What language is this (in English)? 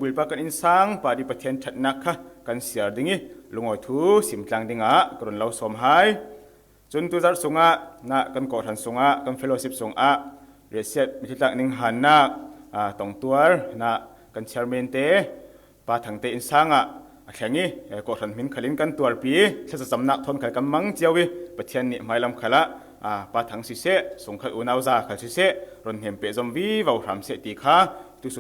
Falam Chin